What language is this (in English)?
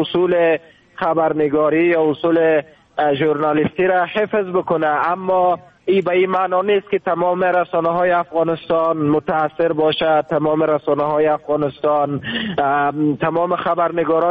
Persian